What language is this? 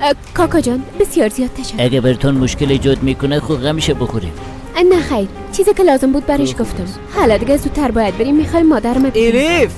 Persian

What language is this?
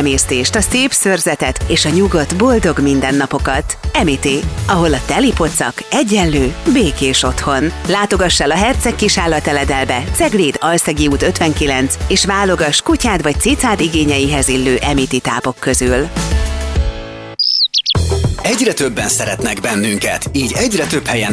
Hungarian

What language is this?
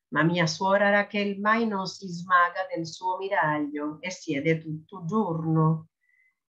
Italian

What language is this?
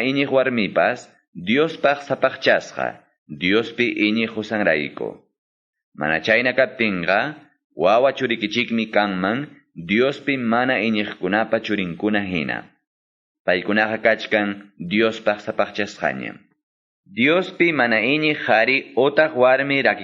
Quechua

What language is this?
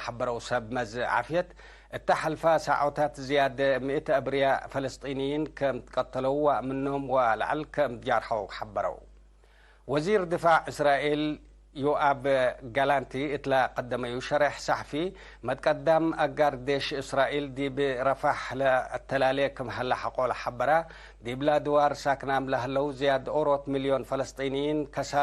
Tigre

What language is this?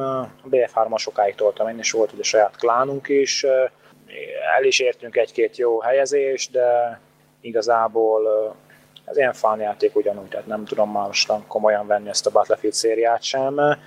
Hungarian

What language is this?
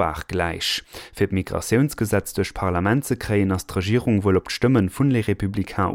Luxembourgish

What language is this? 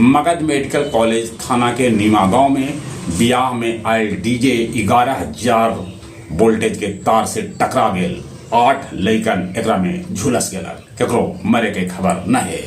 Magahi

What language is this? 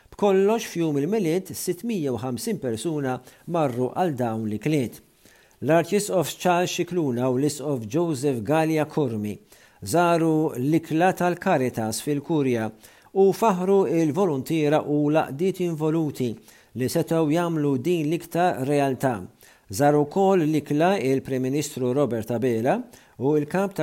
Maltese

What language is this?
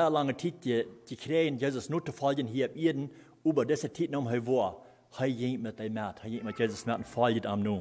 Plautdietsch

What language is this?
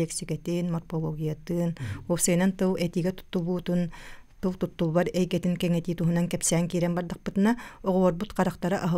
Yakut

